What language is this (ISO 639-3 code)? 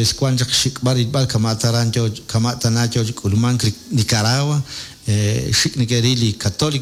kek